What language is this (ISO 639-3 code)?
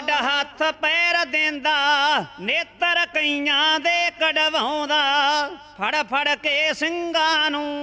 pan